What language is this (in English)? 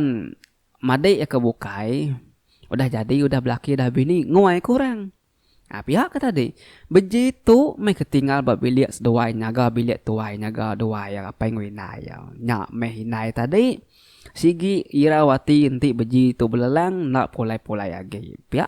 Iban